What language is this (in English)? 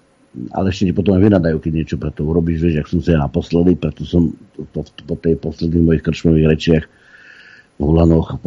Slovak